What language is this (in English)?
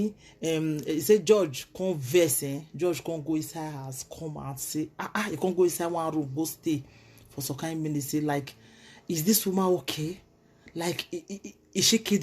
Nigerian Pidgin